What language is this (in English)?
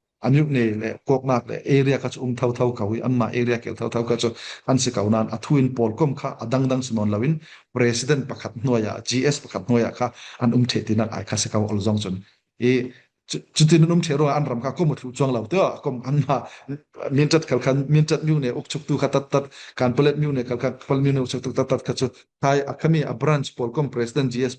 Falam Chin